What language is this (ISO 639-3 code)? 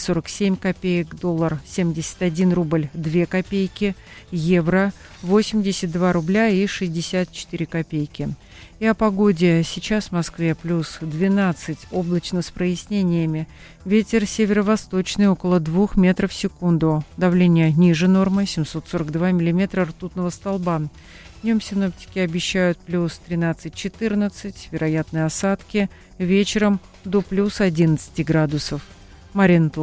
rus